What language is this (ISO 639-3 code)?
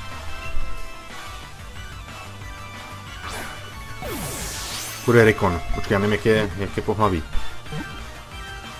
ces